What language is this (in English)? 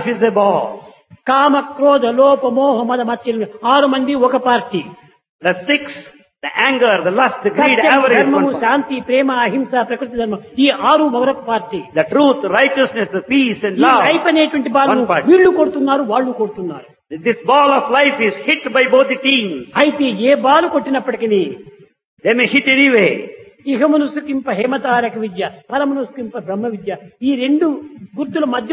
Telugu